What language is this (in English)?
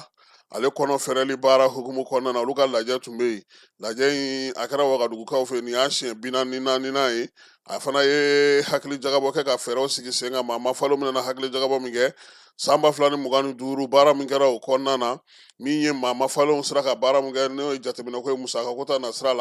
Bambara